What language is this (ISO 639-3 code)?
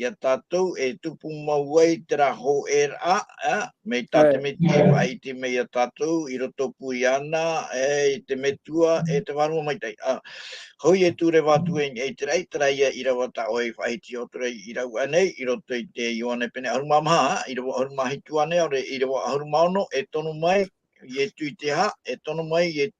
tah